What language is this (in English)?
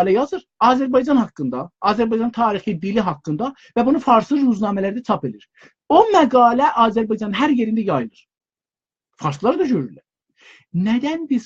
South Azerbaijani